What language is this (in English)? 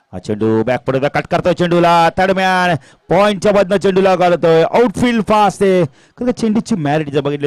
Marathi